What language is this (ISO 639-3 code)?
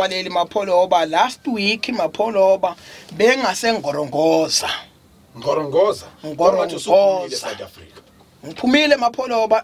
zul